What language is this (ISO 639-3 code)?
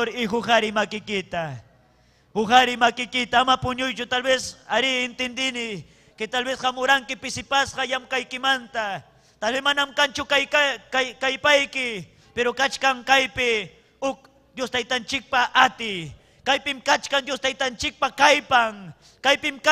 quy